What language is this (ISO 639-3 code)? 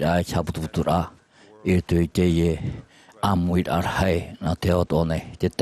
tah